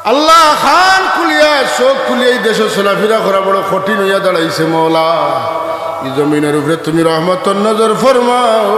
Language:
Sylheti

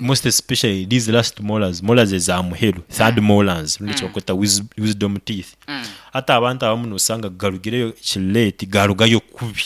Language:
Nyankole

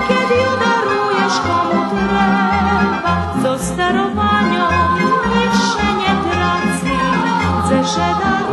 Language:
Rusyn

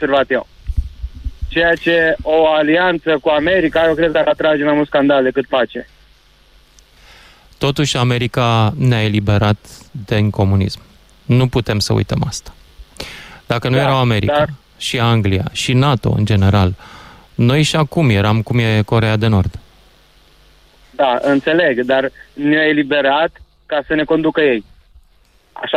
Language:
Romanian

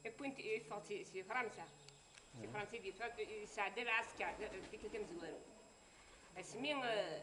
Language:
Kabyle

